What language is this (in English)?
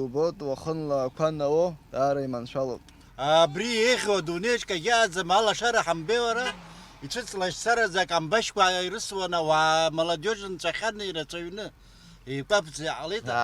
Abkhazian